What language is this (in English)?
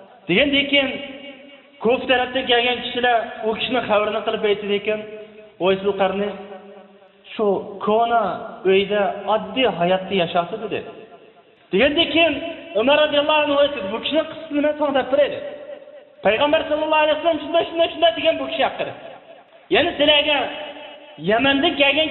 Uyghur